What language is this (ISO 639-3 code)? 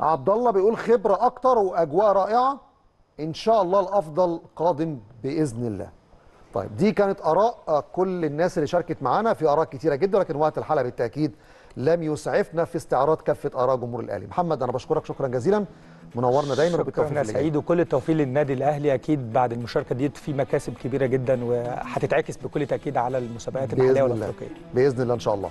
arz